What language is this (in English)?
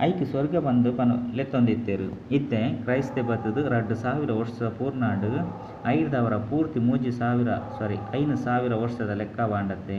Tulu